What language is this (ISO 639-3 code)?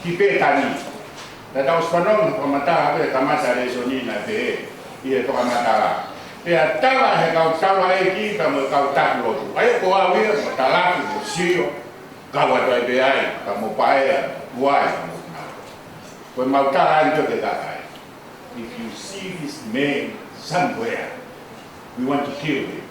ton